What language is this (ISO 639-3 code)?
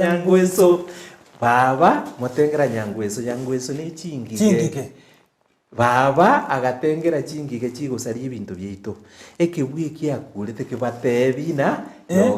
guz